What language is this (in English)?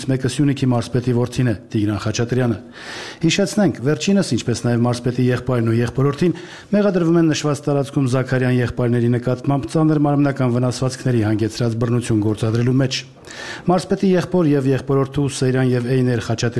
Armenian